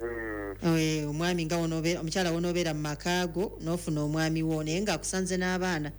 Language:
Ganda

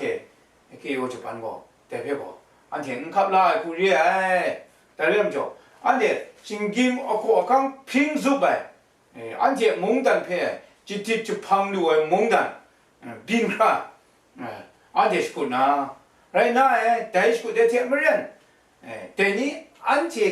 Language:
Kachin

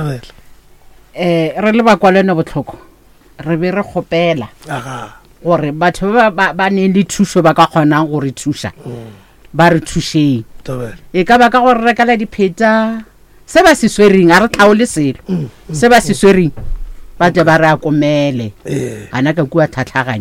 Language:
Northern Sotho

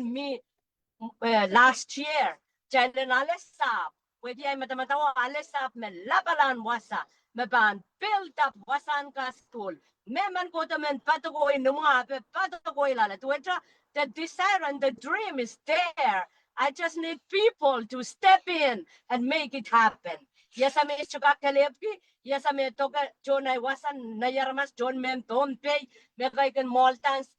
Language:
Pohnpeian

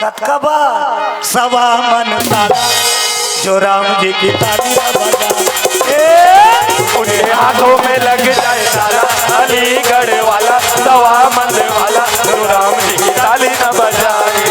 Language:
Chhattisgarhi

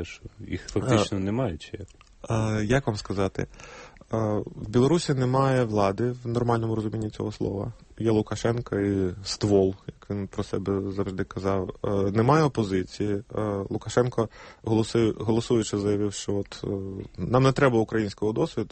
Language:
Ukrainian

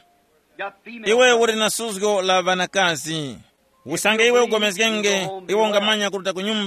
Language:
Tumbuka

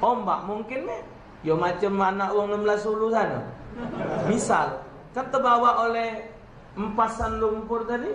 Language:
Musi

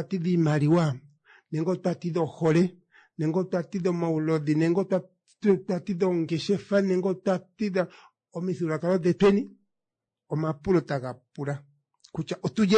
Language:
Kuanyama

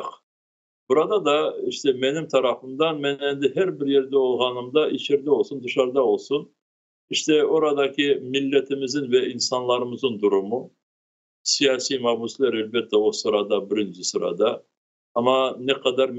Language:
Crimean Tatar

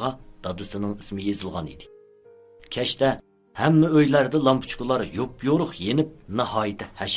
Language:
Uyghur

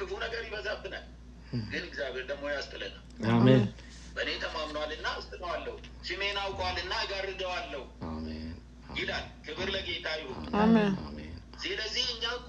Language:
Amharic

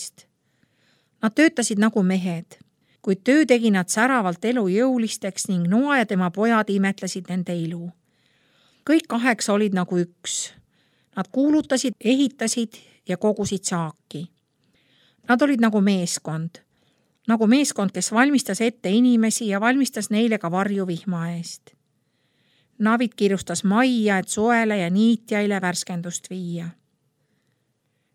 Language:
Estonian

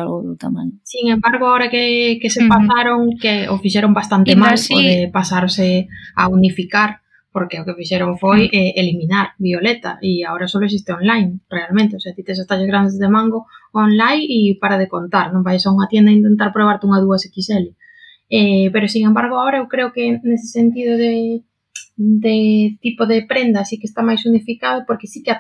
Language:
Galician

